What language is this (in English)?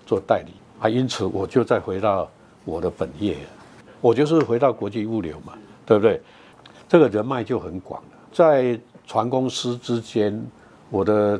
Chinese